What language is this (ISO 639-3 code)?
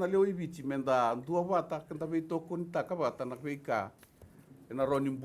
fij